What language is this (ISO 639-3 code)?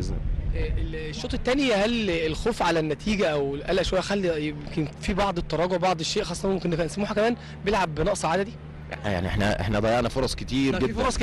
arz